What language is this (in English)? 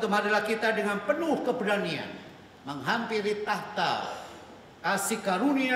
Indonesian